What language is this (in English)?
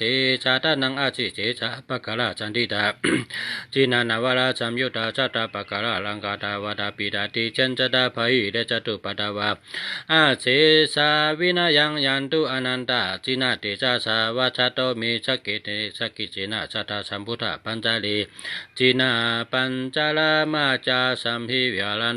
Shan